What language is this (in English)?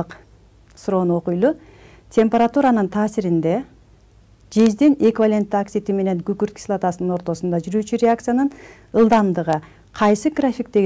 Kyrgyz